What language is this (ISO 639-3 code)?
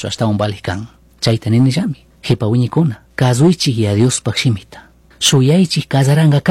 qug